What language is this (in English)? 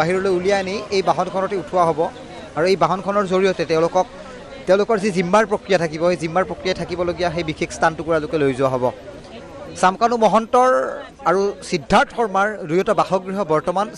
Assamese